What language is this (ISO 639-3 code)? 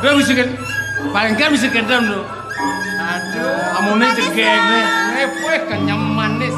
ban